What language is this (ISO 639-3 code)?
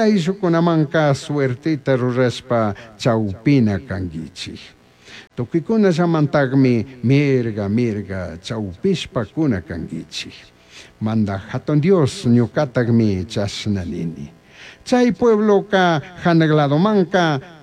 qug